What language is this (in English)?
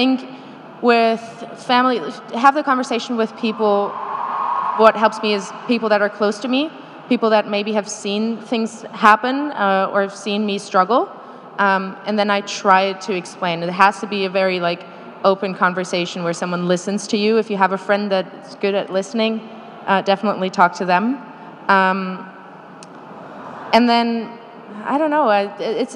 English